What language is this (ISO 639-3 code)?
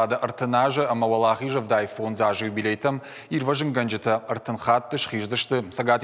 oss